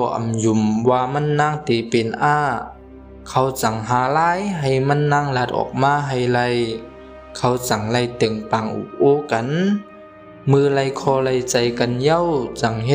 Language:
Shan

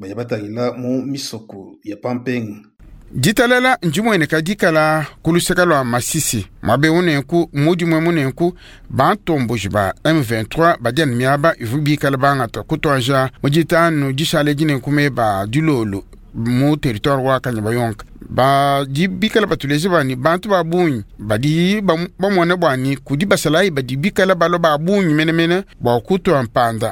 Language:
Luba-Lulua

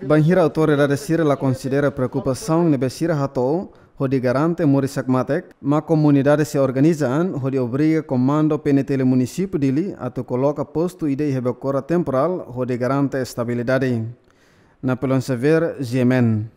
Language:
Tetum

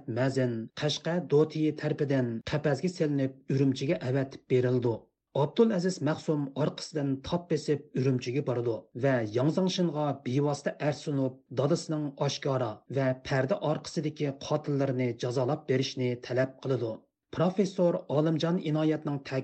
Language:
Uyghur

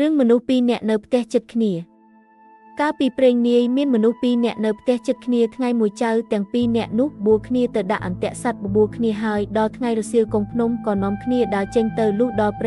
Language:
Khmer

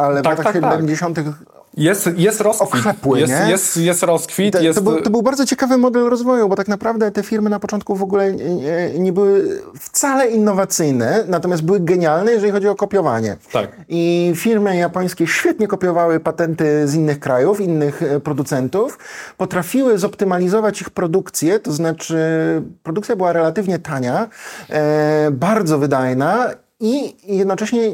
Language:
Polish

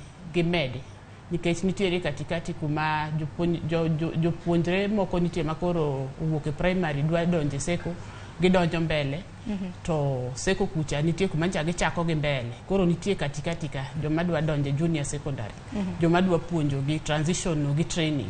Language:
Luo (Kenya and Tanzania)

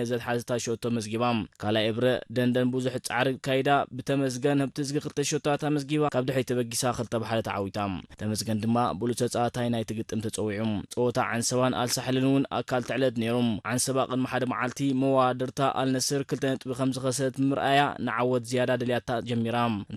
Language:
Tigrinya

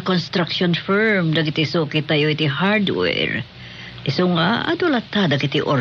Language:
Iloko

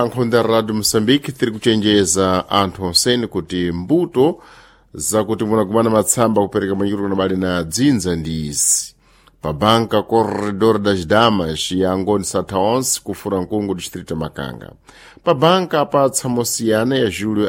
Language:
Sena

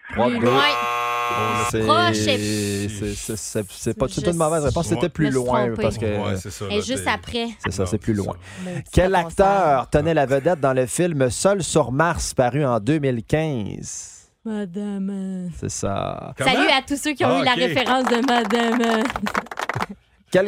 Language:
French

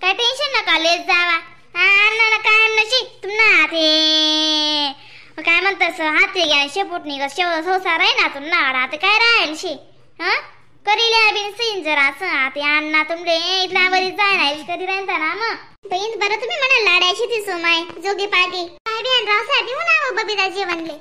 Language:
Khandesi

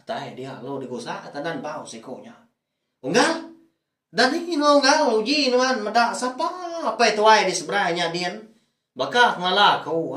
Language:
Iban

